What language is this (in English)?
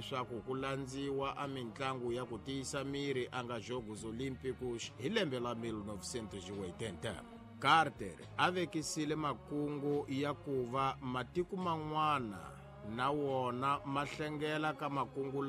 Tsonga